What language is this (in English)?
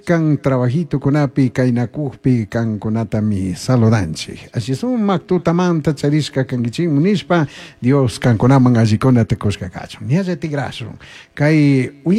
Chimborazo Highland Quichua